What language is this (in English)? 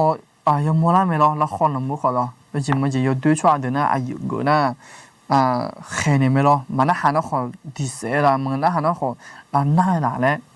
Akha